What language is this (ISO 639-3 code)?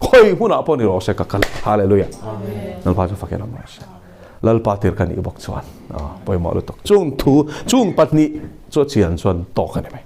lus